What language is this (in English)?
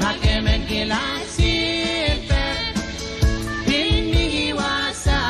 Pohnpeian